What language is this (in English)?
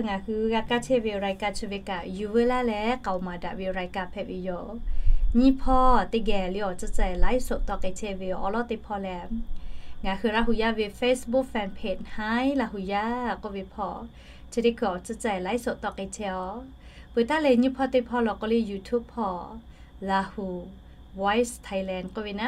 Lahu